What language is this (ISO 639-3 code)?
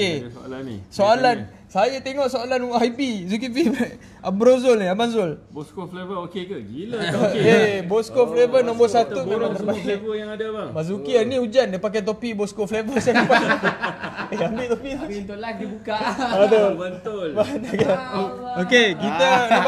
msa